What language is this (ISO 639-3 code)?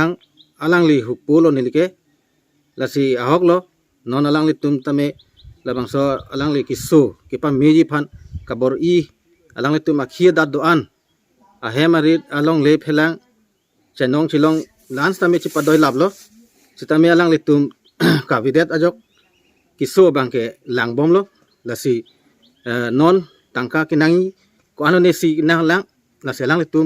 mjw